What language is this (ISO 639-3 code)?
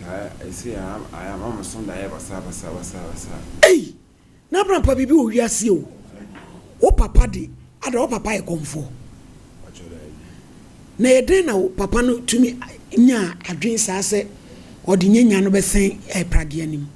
aka